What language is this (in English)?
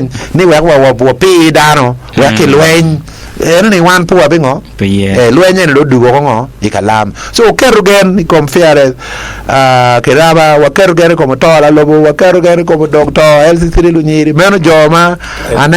Acoli